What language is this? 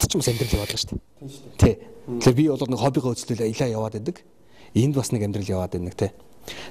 Mongolian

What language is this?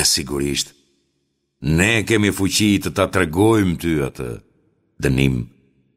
Albanian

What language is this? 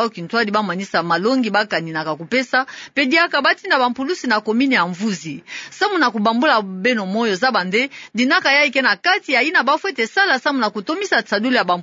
Kituba (Democratic Republic of Congo)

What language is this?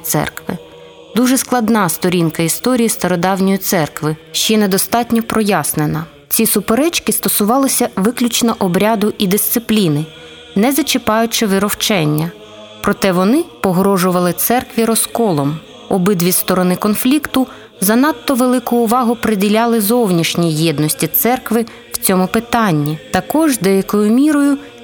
Ukrainian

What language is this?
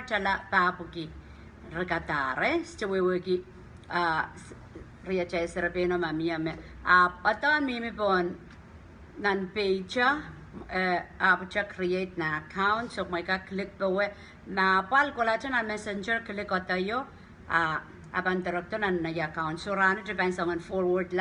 Pohnpeian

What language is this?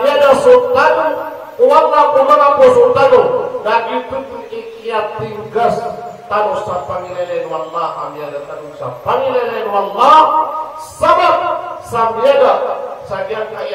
Maranao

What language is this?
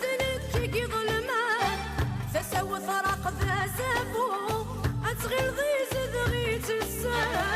Kabyle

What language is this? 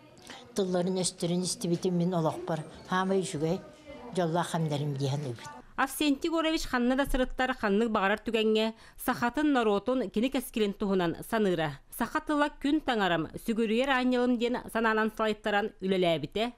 Yakut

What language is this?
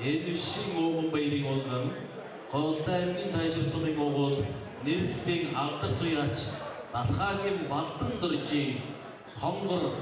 Mongolian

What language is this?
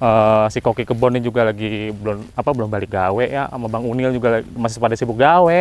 Betawi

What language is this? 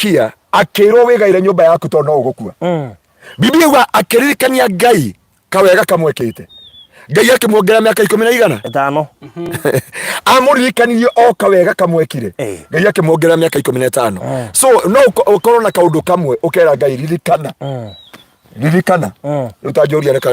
Kikuyu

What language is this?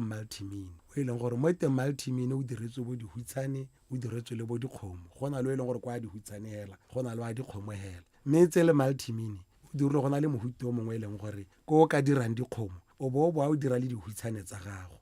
Tswana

